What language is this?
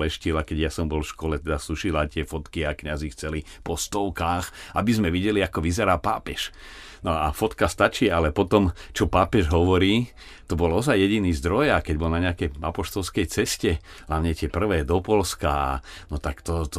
Slovak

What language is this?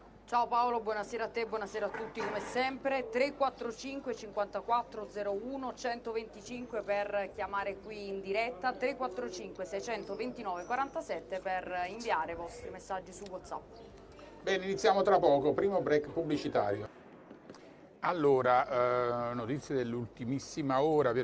Italian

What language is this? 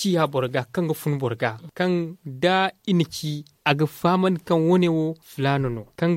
Zarma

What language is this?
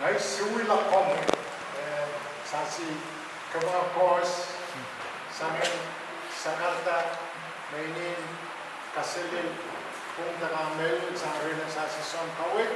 Pohnpeian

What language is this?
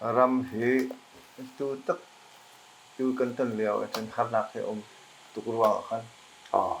Hakha Chin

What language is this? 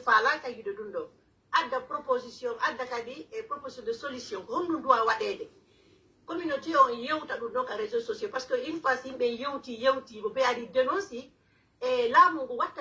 Pular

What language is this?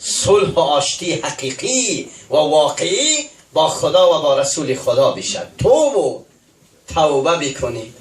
Tajik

